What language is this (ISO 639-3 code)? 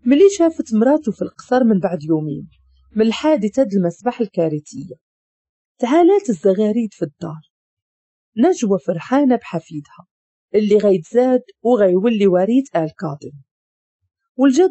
ary